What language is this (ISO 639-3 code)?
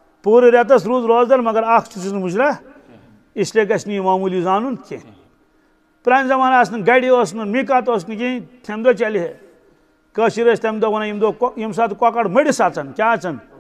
kas